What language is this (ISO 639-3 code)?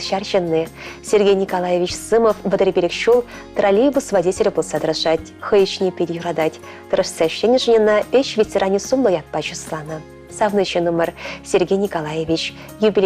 chv